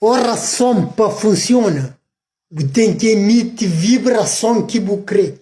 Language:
Kabuverdianu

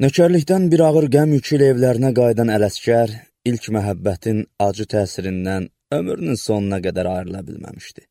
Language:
Azerbaijani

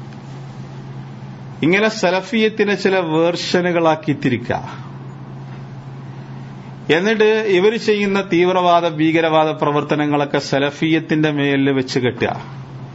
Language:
Malayalam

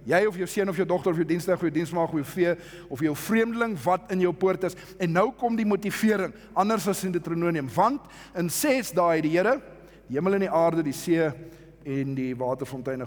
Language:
Afrikaans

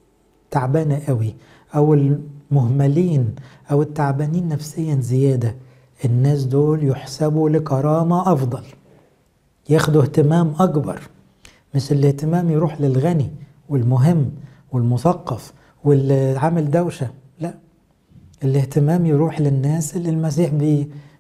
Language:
Egyptian Arabic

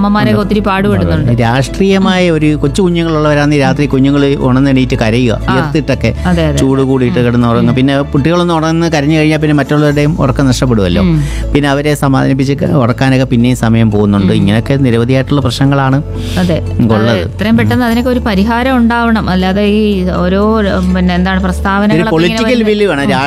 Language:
Malayalam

